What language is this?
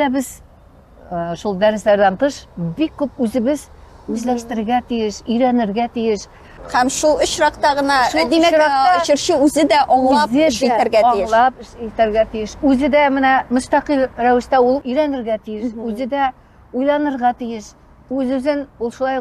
Tatar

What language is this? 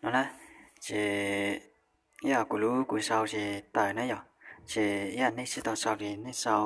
Hmong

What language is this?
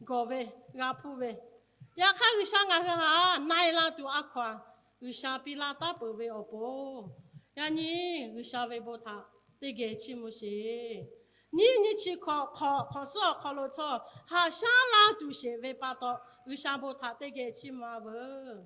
Lahu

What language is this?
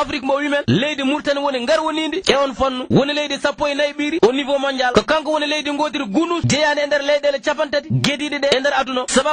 Fula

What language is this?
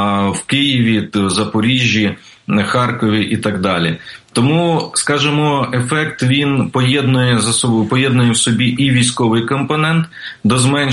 Ukrainian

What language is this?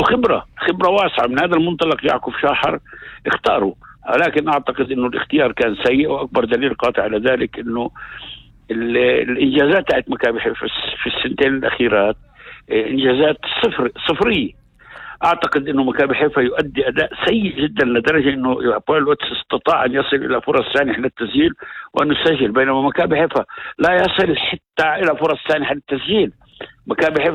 North Levantine Arabic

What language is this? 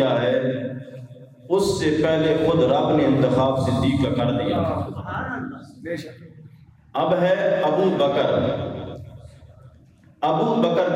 Urdu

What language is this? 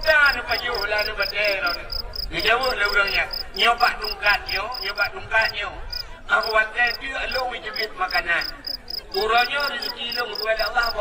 Achinese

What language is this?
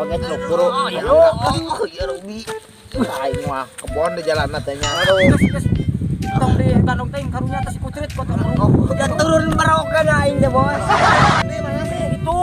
Sundanese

